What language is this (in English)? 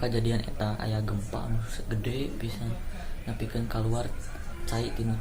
Sundanese